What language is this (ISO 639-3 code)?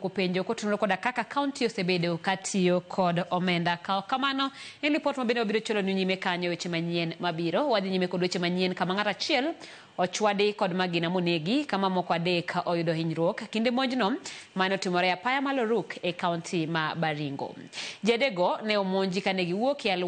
luo